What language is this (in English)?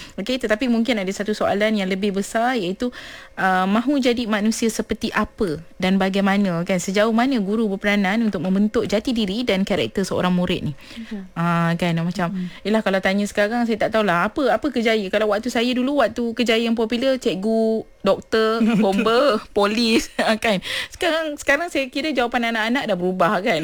Malay